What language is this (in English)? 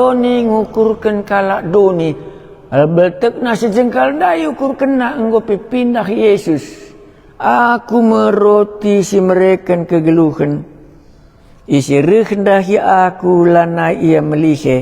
Batak Karo